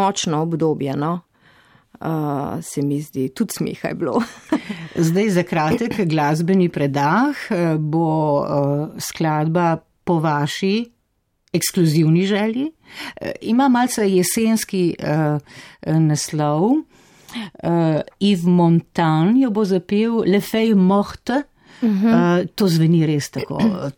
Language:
Slovenian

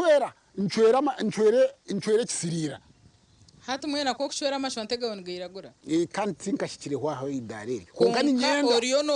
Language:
Nyankole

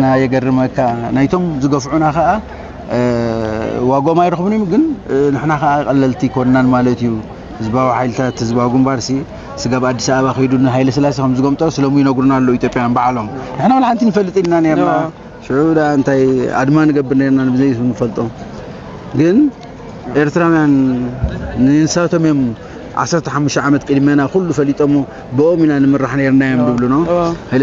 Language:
Tigrinya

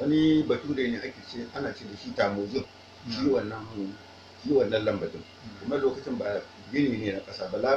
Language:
Hausa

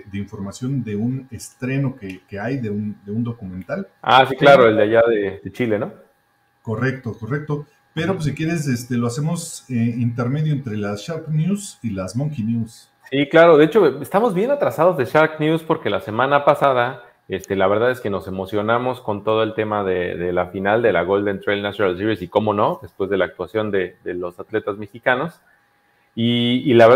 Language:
Spanish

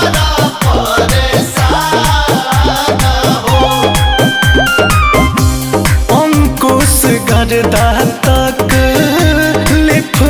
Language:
Bhojpuri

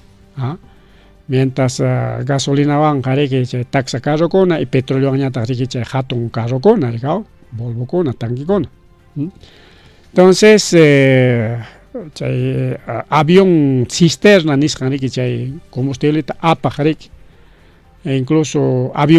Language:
Ayacucho Quechua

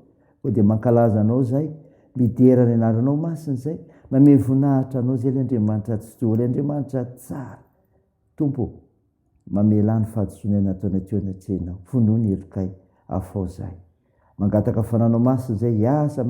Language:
Malagasy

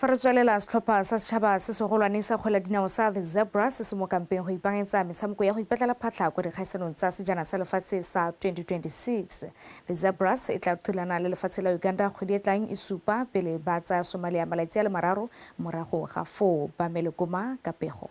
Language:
Tswana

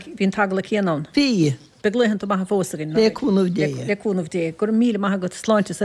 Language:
Irish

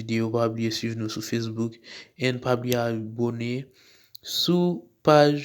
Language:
Haitian Creole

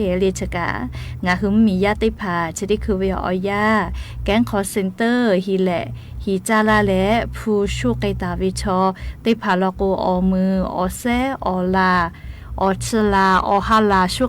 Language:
Lahu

